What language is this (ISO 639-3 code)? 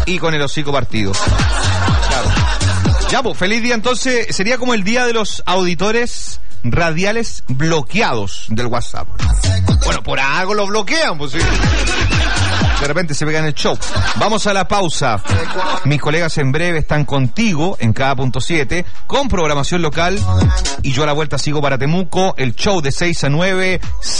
spa